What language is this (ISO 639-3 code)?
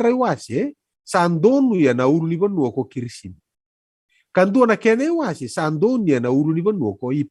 fij